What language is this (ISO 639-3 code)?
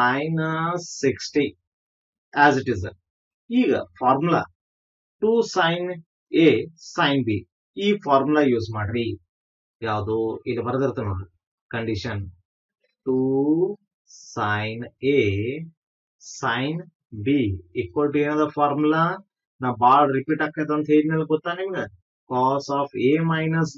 kan